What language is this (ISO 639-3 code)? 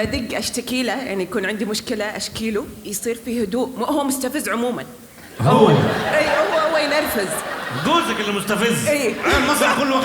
arz